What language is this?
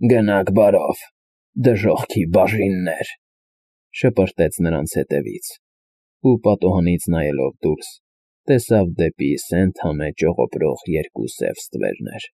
Armenian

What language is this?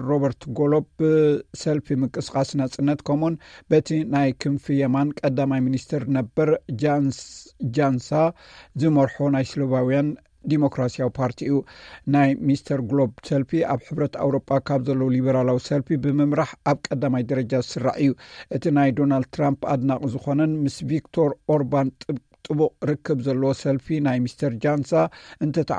Tigrinya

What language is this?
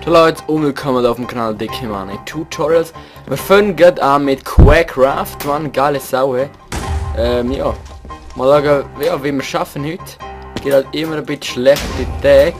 Swiss German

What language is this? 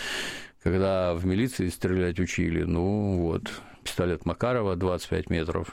Russian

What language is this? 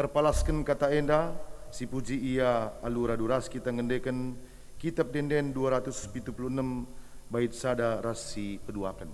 Batak Karo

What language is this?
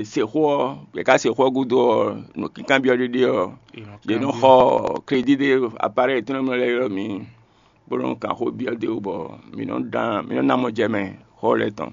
Fon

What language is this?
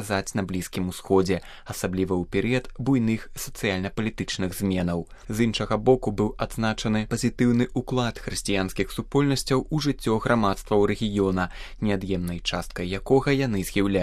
Belarusian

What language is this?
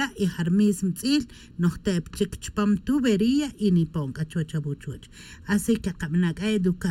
Tz'utujil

